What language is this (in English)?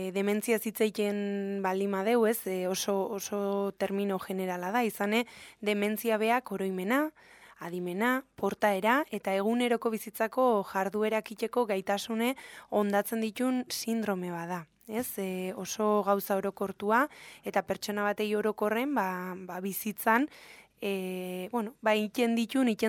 Basque